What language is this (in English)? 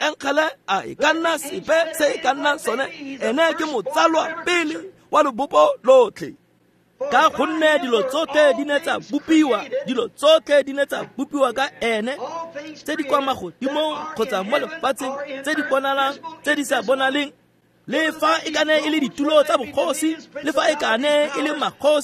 Tswana